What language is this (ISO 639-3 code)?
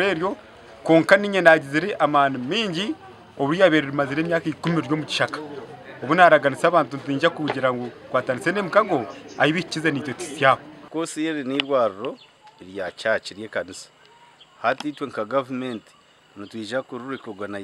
nyn